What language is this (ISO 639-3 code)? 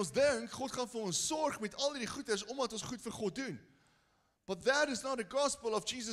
afr